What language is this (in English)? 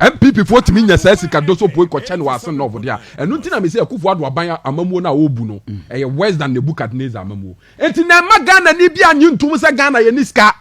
Akan